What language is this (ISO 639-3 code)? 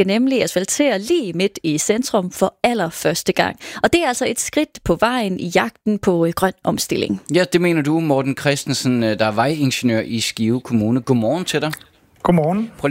dan